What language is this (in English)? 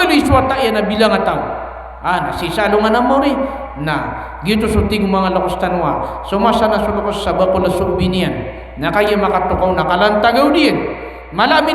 Maranao